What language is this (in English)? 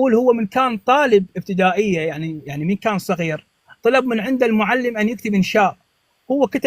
North Levantine Arabic